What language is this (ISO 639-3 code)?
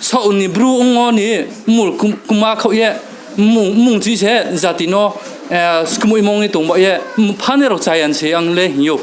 ria